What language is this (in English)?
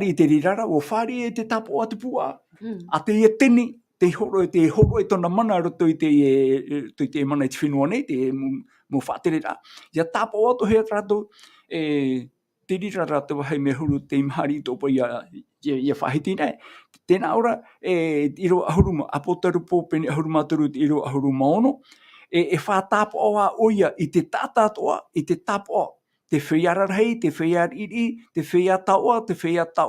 Tahitian